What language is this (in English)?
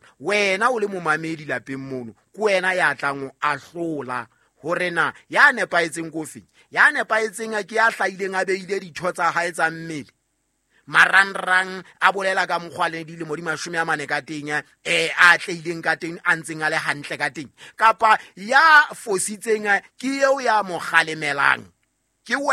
Southern Sotho